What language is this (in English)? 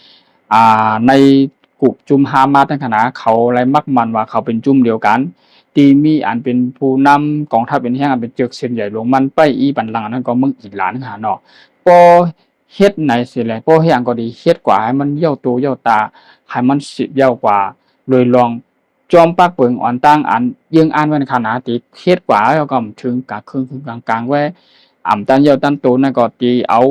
Shan